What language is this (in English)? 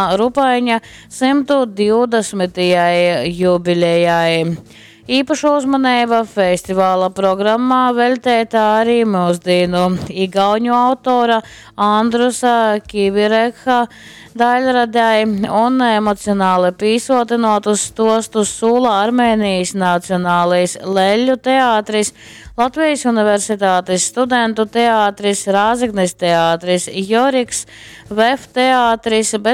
Latgalian